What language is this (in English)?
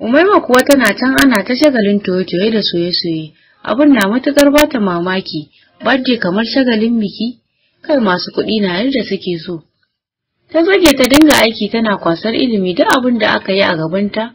Hausa